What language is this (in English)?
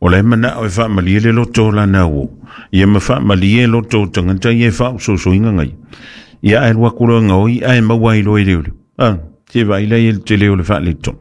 Samoan